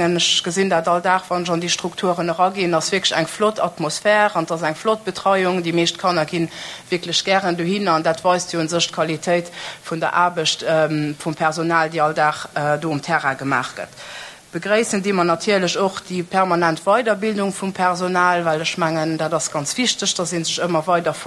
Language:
Luxembourgish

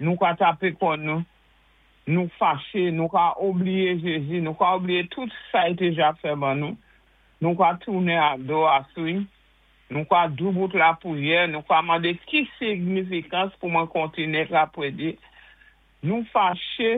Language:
Saint Lucian Creole French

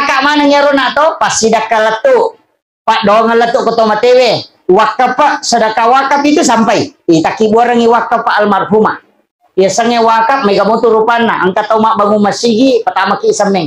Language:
Buginese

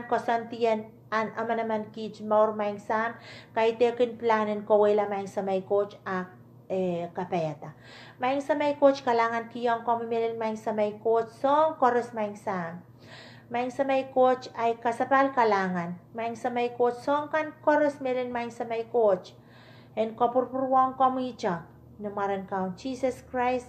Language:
Pohnpeian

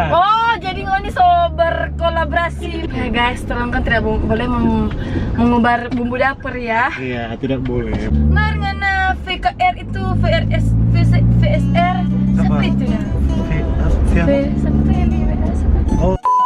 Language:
Manado Malay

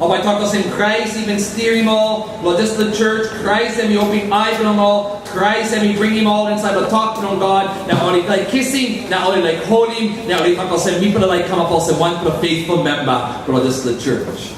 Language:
Tok Pisin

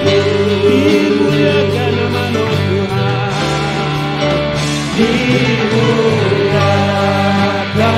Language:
Iban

